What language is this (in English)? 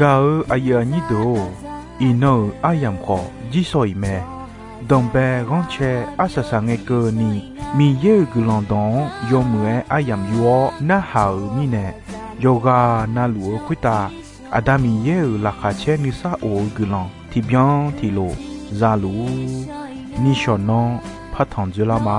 Akha